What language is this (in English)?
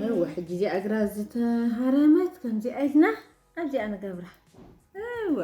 Tigrinya